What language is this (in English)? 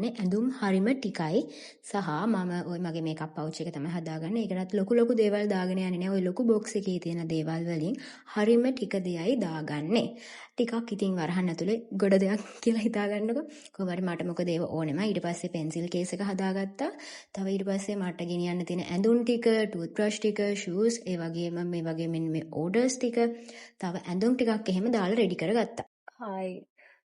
Sinhala